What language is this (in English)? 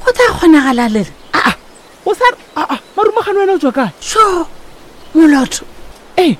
Northern Sotho